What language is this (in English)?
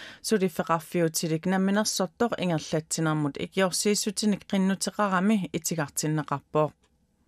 Kalaallisut